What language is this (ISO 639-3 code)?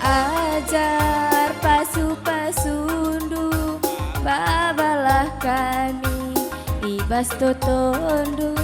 btx